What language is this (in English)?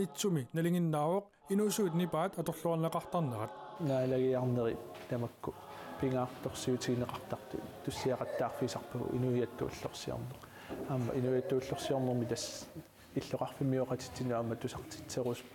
Kalaallisut